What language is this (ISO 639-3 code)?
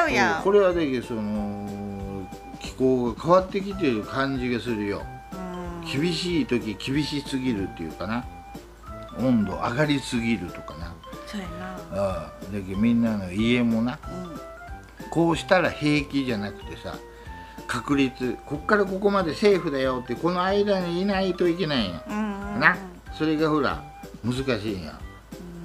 jpn